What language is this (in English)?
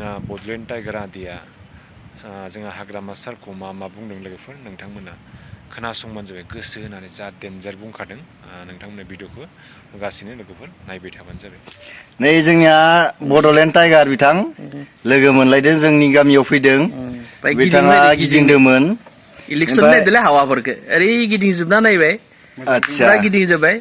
Bodo